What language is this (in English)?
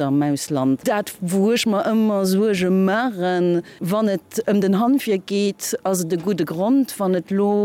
Luxembourgish